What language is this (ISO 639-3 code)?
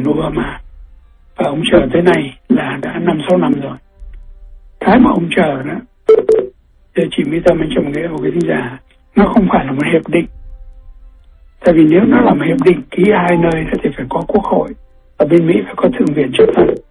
vie